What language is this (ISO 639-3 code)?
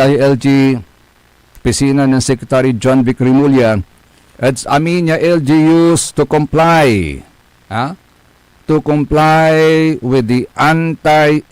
pag